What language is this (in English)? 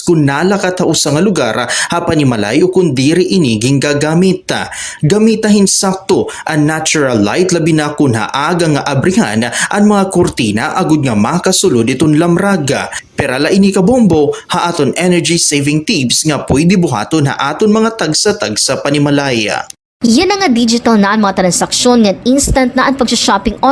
Waray